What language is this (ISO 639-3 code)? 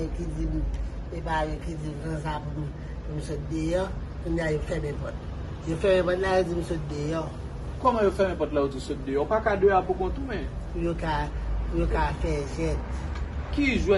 hat